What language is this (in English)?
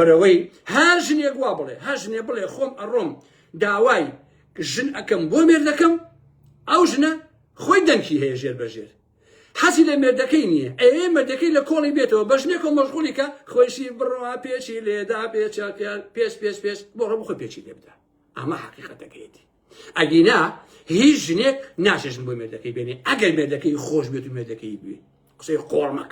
Central Kurdish